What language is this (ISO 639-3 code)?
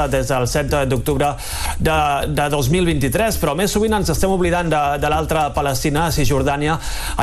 cat